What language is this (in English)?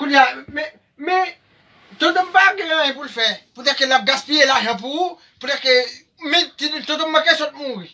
Haitian Creole